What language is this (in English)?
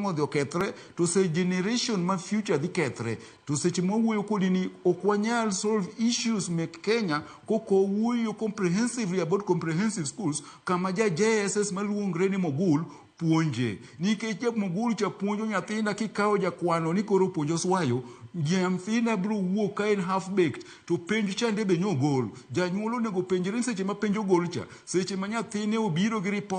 Luo (Kenya and Tanzania)